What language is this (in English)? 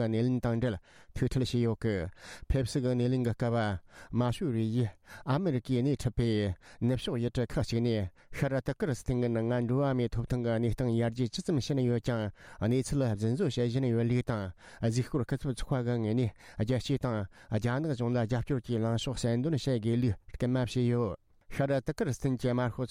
Tibetan